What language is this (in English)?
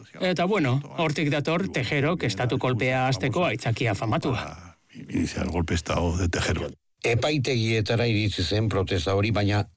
Basque